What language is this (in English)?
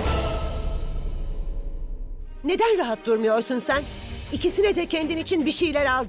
Turkish